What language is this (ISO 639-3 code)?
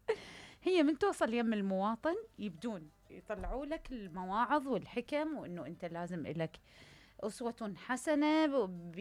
acm